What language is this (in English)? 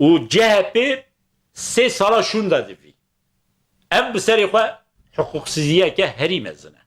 Kurdish